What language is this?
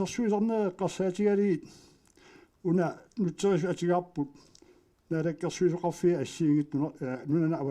Kalaallisut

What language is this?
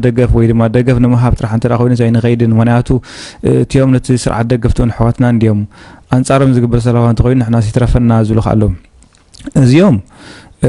Tigrinya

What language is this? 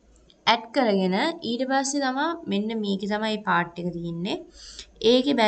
Sinhala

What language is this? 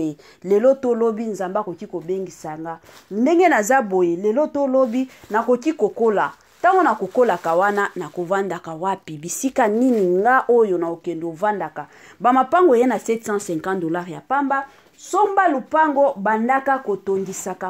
Lingala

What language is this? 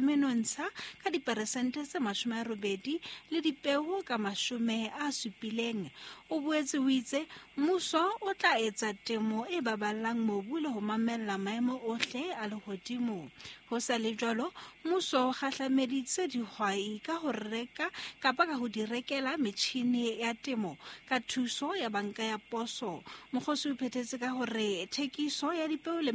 Southern Sotho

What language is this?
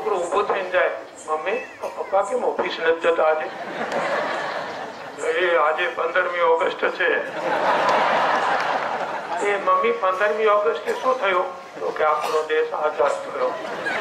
Gujarati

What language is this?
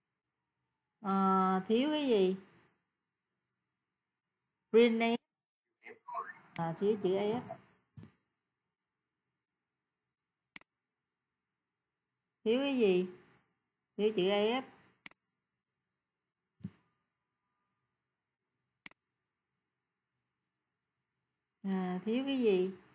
Vietnamese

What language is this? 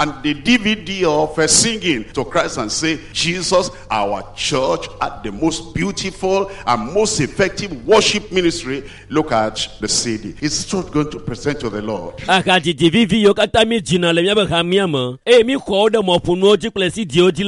Ewe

